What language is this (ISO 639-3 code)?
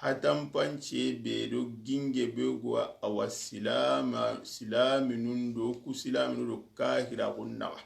snk